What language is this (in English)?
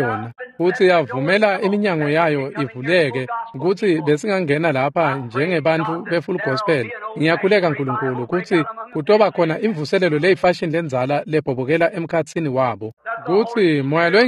Swati